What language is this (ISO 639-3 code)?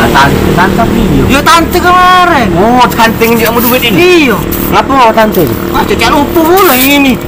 mui